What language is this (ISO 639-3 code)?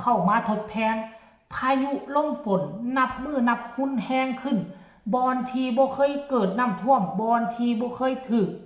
lao